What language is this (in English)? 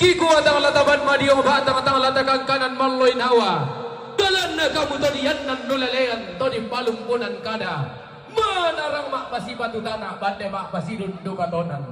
Toraja-Sa'dan